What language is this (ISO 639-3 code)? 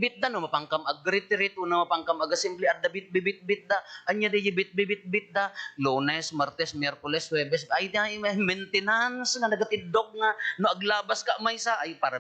ilo